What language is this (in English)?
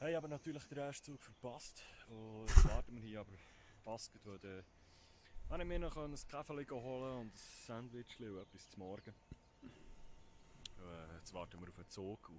Swiss German